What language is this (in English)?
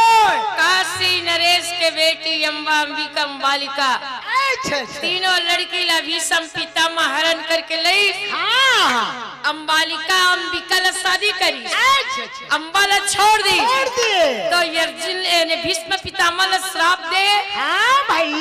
Chhattisgarhi